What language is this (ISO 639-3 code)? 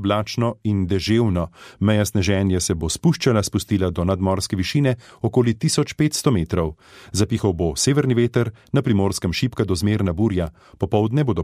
slv